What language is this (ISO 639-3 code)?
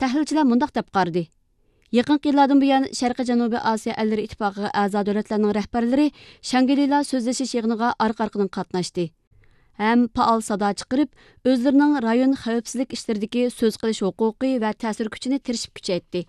uig